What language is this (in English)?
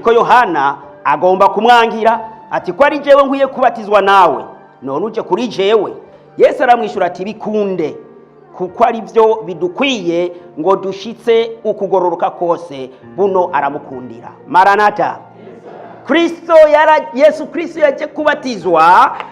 Rundi